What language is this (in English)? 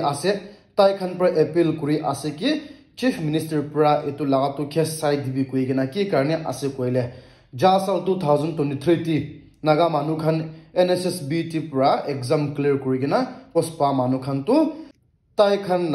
Naga Pidgin